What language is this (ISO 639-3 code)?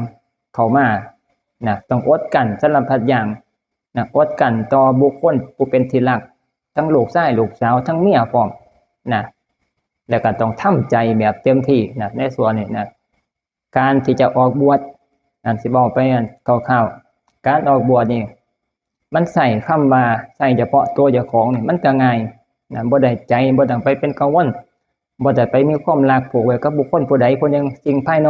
tts